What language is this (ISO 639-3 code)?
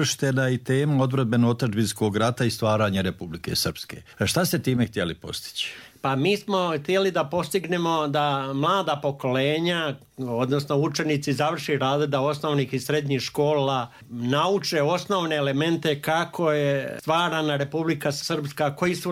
srp